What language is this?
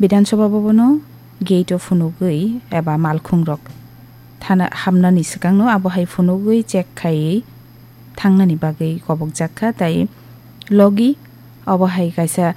Kok Borok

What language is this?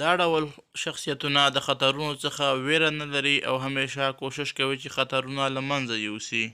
Pashto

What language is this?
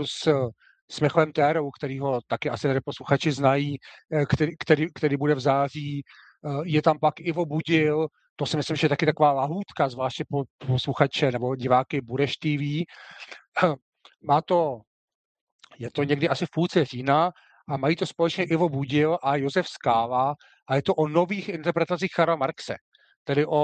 Czech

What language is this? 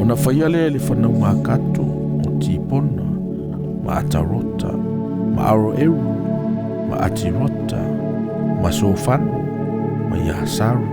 Samoan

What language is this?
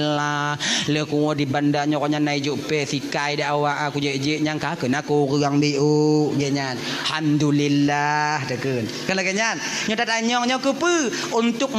Achinese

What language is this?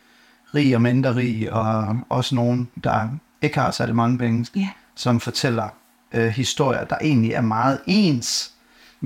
Danish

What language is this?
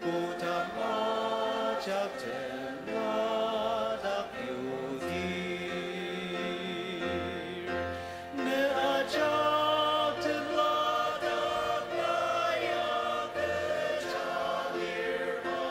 Ao Naga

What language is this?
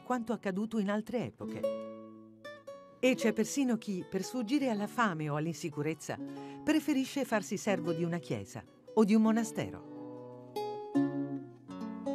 Italian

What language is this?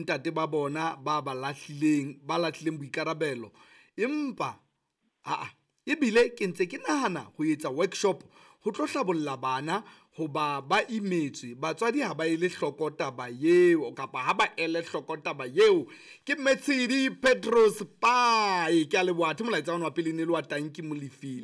Southern Sotho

